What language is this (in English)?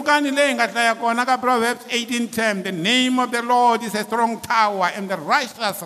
Tsonga